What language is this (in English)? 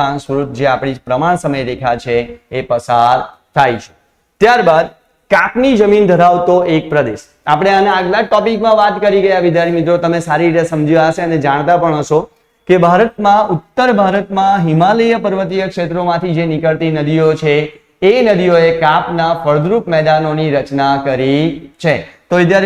Gujarati